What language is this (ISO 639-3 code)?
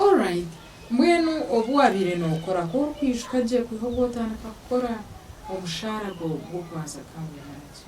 nyn